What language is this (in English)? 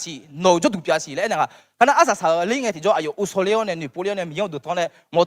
Akha